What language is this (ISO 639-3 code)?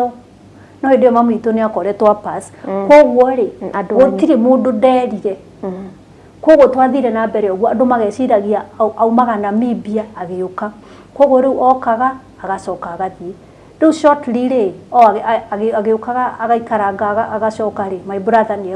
kik